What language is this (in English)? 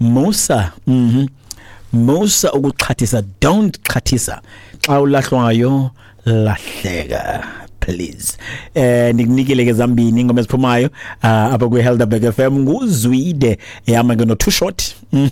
Xhosa